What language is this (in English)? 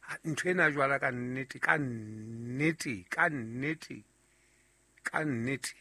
Southern Sotho